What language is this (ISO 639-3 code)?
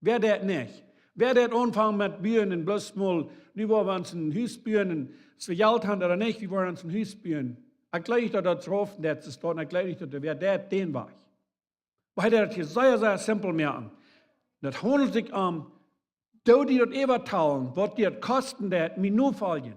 pdt